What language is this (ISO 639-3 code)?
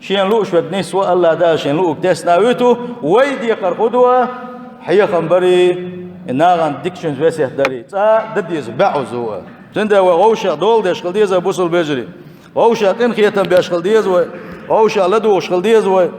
che